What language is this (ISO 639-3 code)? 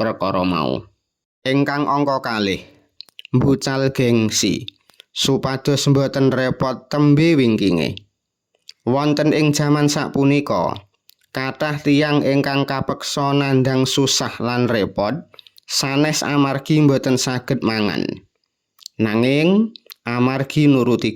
jav